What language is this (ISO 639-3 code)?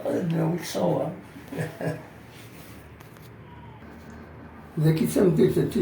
kab